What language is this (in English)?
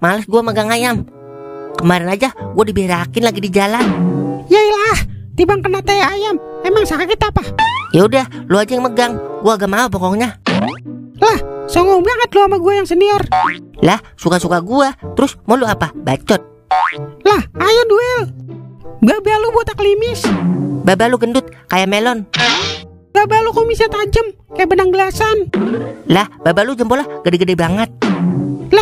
Betawi